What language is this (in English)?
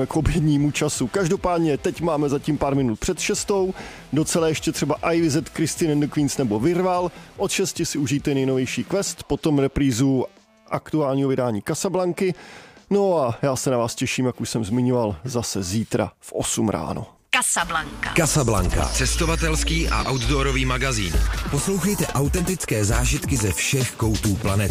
Czech